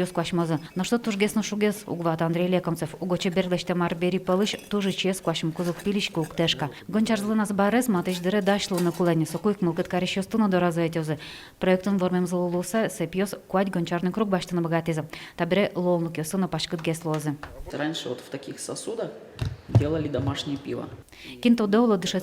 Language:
Udmurt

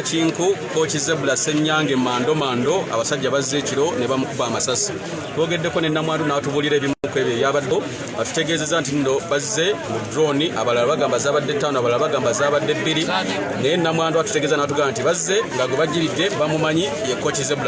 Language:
Ganda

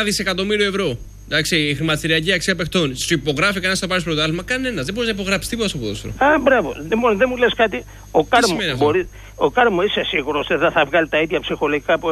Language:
Greek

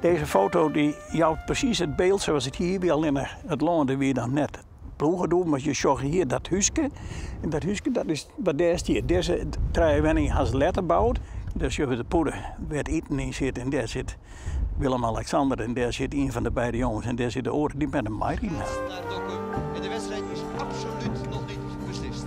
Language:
Western Frisian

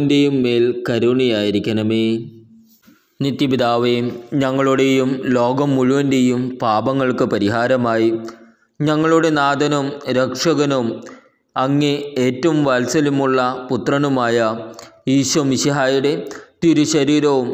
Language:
Malayalam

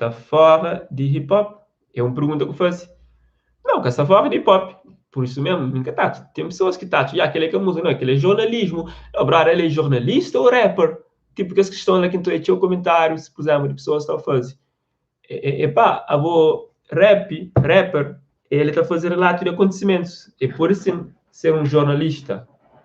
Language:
Kabuverdianu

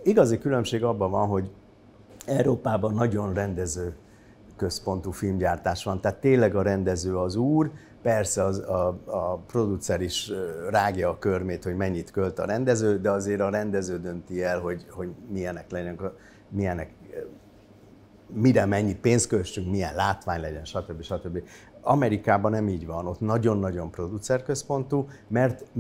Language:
Hungarian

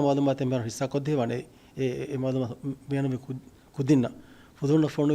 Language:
Divehi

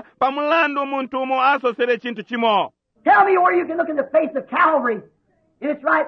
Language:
Bemba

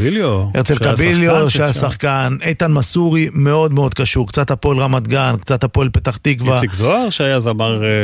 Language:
Hebrew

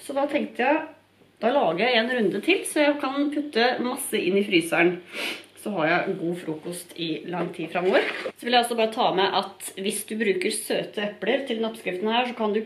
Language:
Norwegian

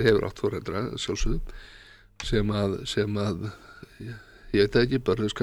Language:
Icelandic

